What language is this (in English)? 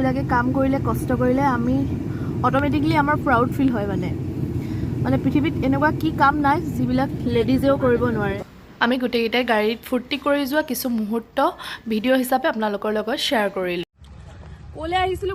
Assamese